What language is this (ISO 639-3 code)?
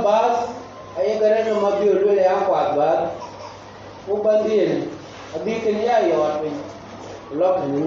din